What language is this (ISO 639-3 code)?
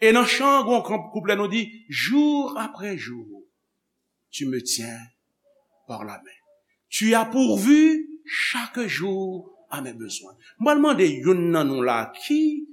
hat